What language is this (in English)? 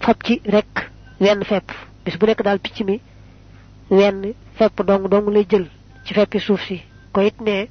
Wolof